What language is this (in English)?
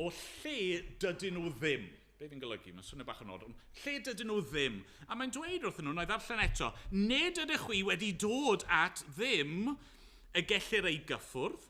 Welsh